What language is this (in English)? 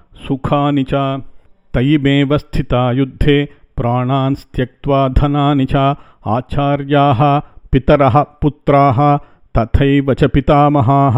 Sanskrit